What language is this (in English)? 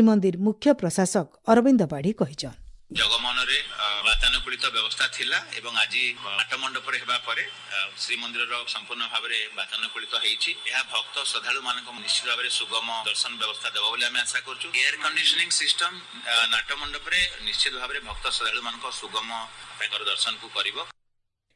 Odia